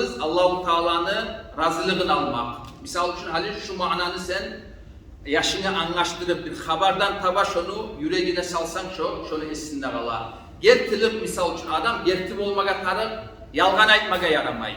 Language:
Kumyk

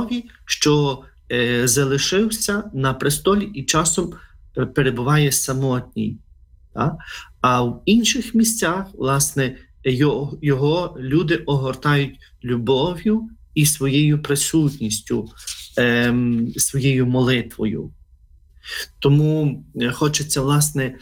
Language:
Ukrainian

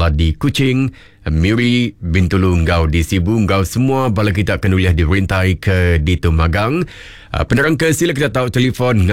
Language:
Iban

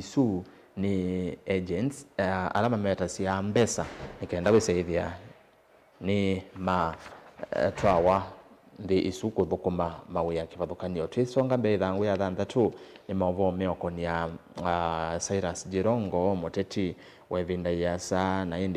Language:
Kamba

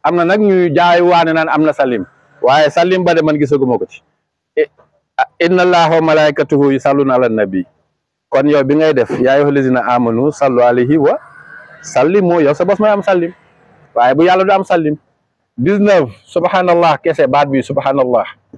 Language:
Wolof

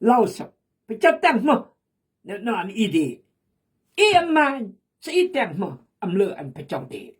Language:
Khmu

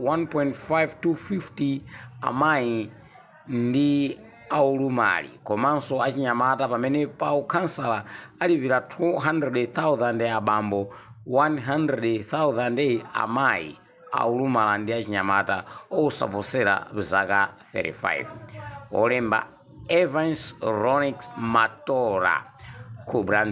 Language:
Nyanja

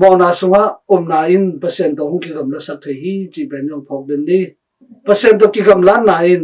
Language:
Tedim Chin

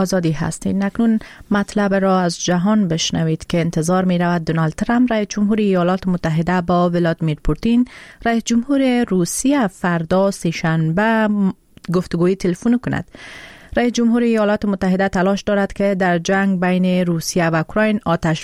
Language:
Persian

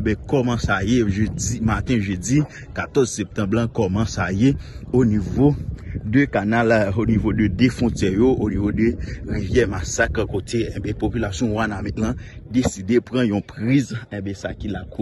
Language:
Haitian Creole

